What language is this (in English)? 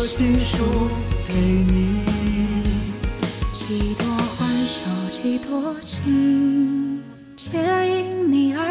Chinese